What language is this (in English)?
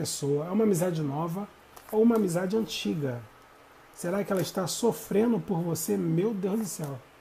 Portuguese